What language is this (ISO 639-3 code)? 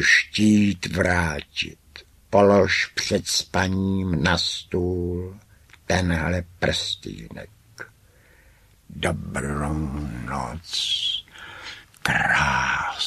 ces